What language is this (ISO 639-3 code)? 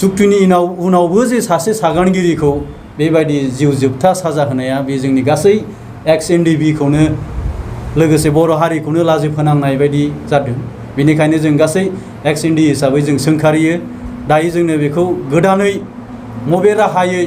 brx